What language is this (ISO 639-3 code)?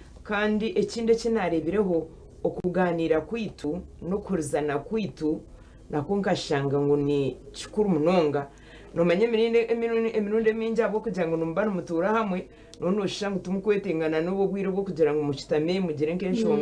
nyn